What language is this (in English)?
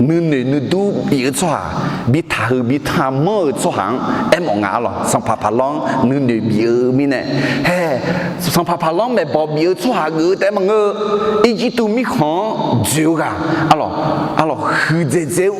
Akha